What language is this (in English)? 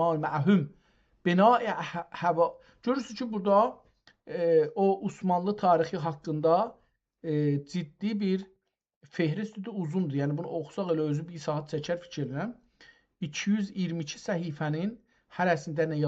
South Azerbaijani